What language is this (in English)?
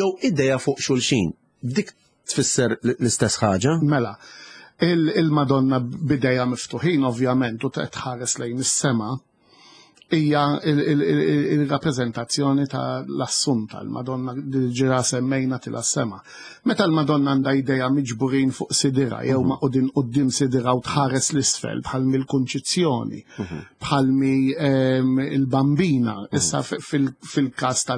Maltese